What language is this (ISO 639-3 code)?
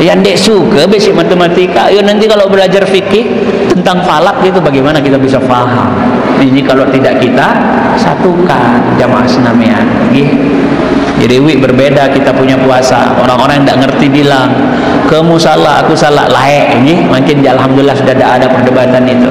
sas